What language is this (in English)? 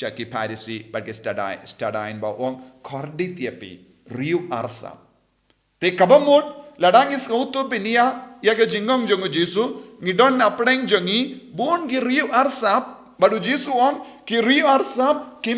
Khasi